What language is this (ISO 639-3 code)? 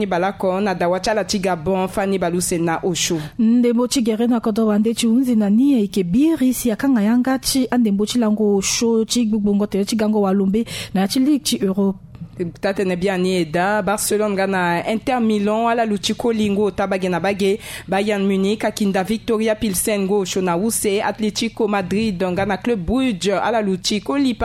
sag